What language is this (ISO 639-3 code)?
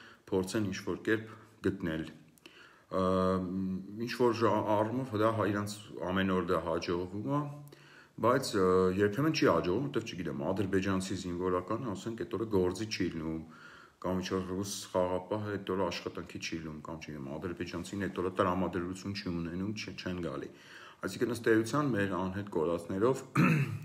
hye